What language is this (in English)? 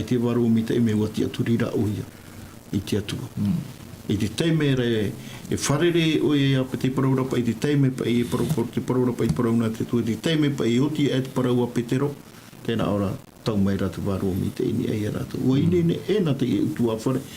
Tahitian